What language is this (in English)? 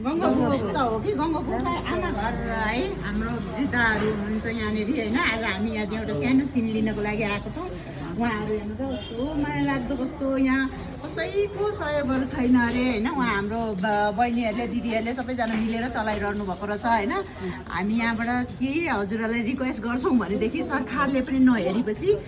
Nepali